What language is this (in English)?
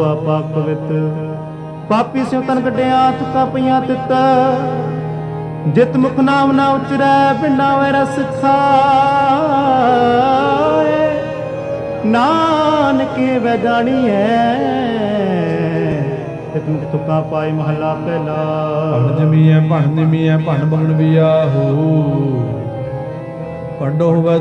Punjabi